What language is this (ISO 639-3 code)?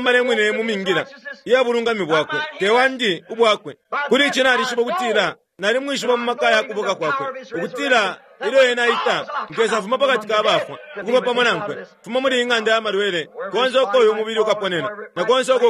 bem